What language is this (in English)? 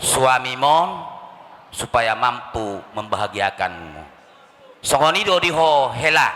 Batak Toba